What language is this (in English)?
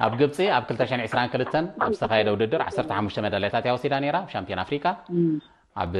Tigrinya